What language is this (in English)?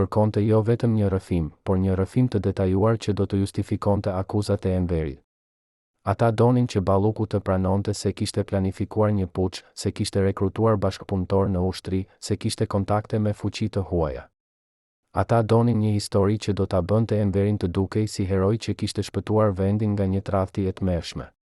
Albanian